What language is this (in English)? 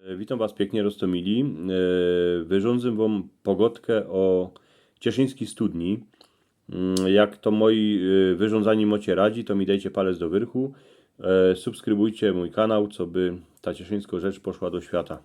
Silesian